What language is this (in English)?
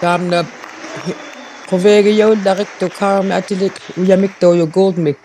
Inuktitut